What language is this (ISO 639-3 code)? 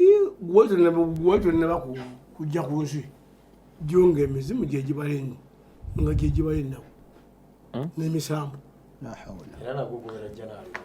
lug